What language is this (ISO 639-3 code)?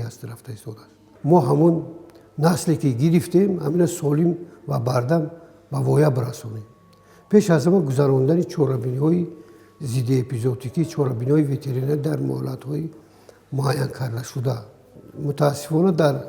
tgk